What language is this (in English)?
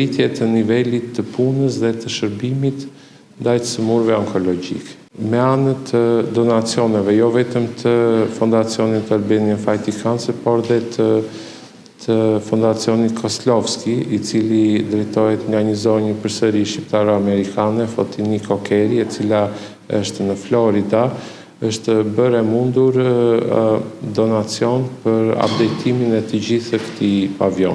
Albanian